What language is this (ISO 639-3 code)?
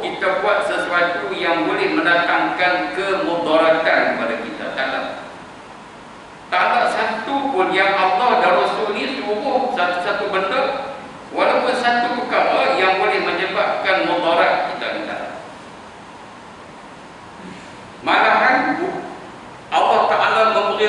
msa